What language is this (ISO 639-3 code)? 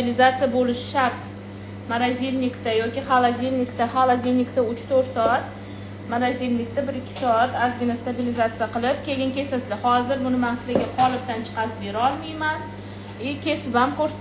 uzb